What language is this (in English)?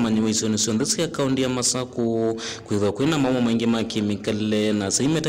Kamba